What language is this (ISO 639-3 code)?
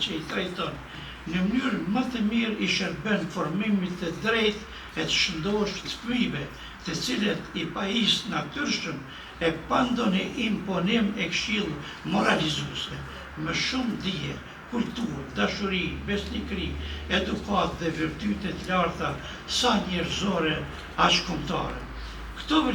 sqi